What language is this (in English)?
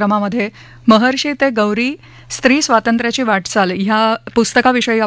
Marathi